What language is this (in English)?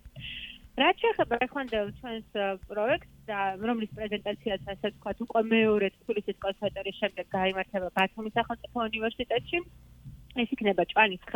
Georgian